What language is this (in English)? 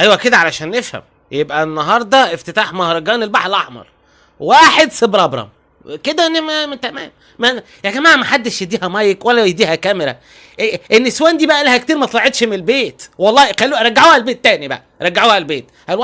Egyptian Arabic